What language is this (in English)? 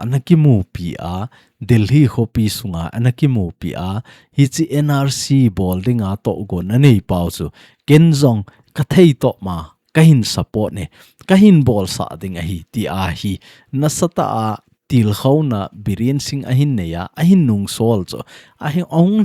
Thado Chin